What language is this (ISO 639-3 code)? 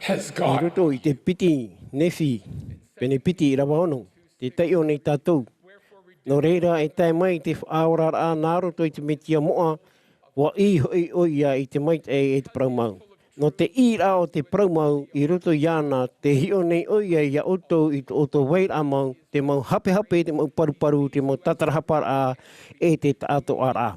tah